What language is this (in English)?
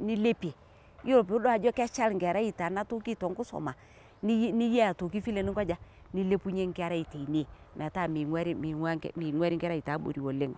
Masai